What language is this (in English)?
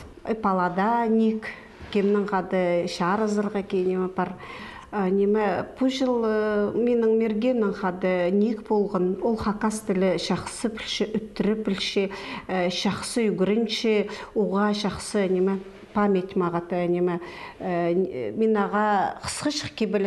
Khakas